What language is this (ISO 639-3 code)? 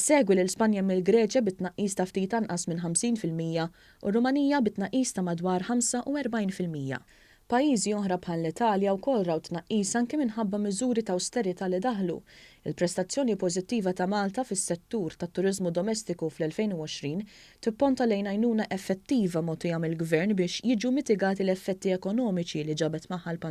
mlt